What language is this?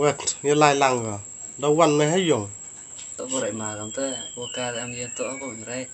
Khasi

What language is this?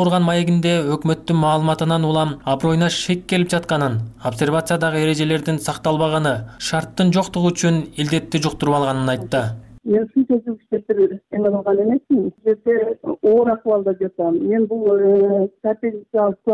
Kyrgyz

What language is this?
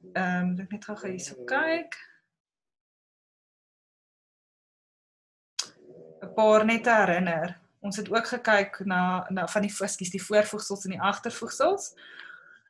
Afrikaans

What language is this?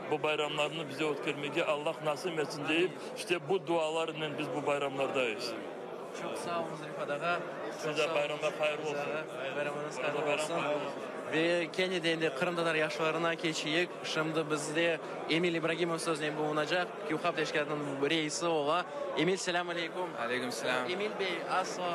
Crimean Tatar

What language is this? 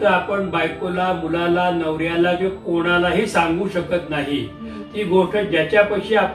Marathi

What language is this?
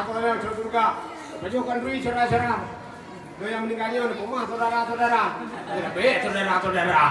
Achinese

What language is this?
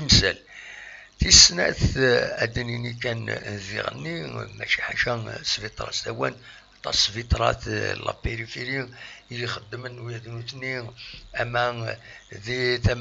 Kabyle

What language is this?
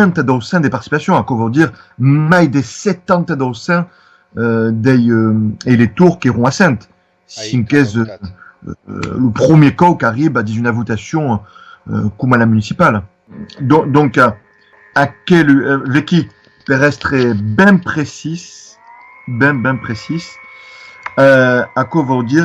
Occitan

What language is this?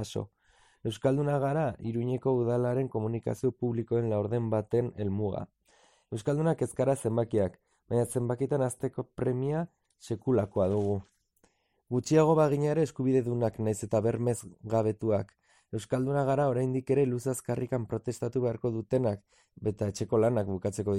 Basque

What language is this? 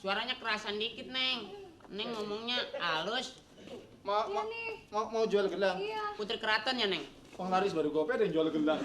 Betawi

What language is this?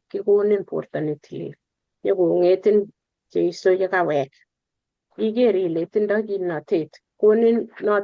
Kalenjin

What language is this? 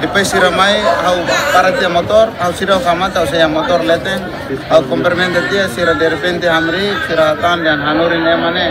Tetum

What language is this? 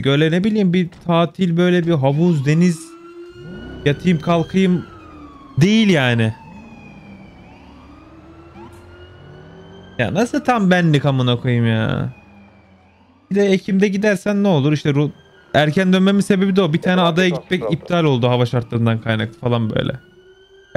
Turkish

